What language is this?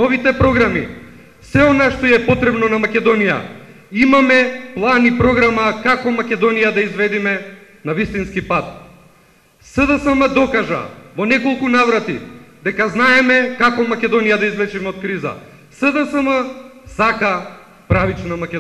Macedonian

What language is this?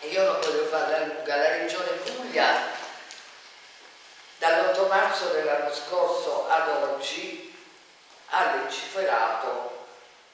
Italian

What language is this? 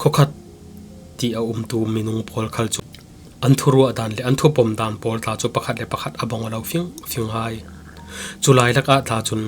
Falam Chin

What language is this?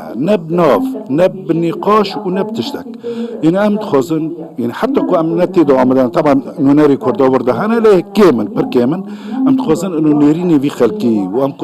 Kurdish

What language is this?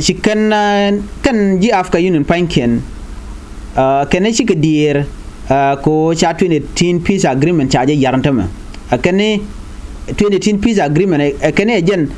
Nuer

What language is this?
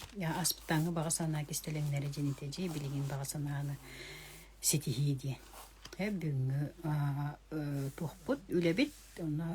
Yakut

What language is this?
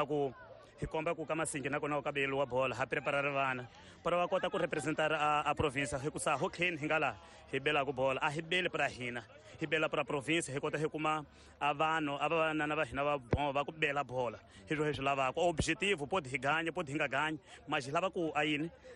Tsonga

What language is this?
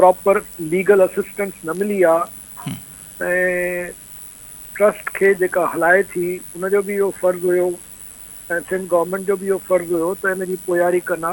Sindhi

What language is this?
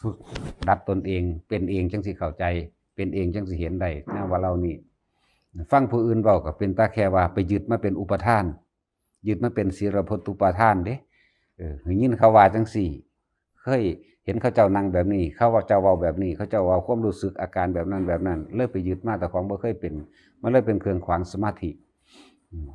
Northeastern Thai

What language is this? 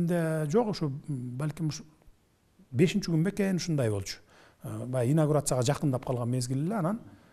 Kyrgyz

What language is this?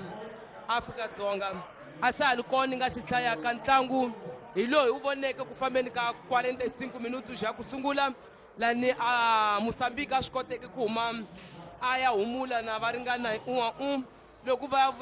Tsonga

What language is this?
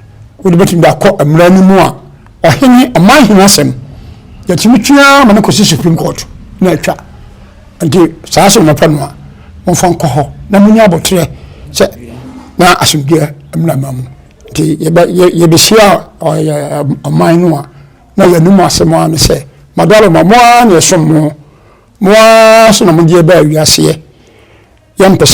Akan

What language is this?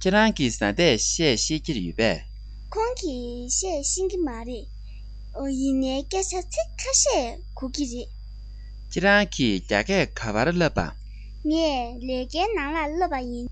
Tibetan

